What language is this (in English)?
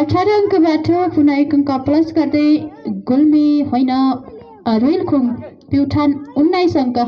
Nepali